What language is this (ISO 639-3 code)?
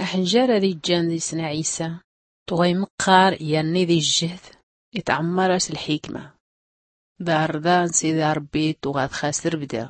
shi